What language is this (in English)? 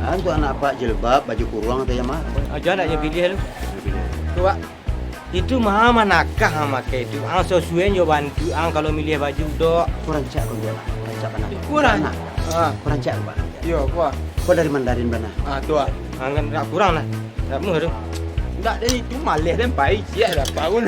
Minangkabau